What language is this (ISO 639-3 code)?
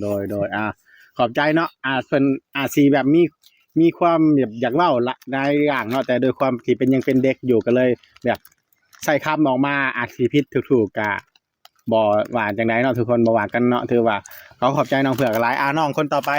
tts